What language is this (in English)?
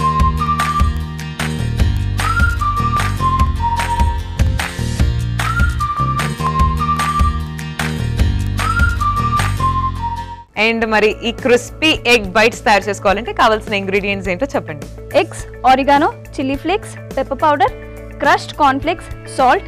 Telugu